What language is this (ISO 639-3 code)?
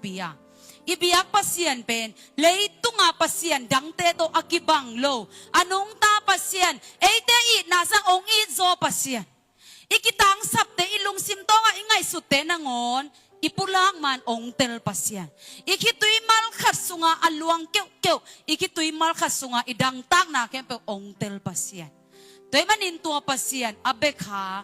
ctd